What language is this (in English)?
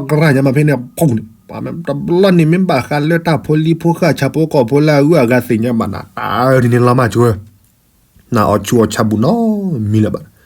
S'gaw Karen